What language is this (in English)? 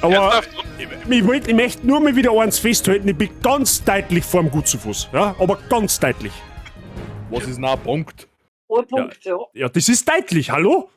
Bavarian